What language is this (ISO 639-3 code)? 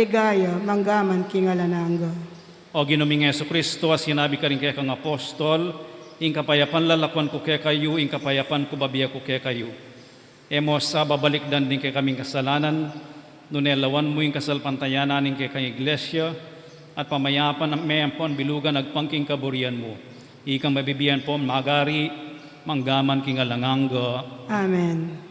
pam